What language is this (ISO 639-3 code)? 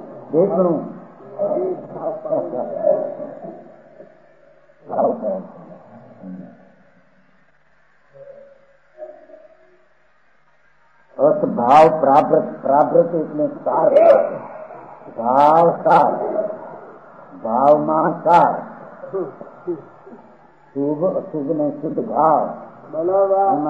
guj